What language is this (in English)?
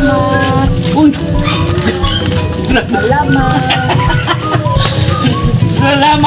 Filipino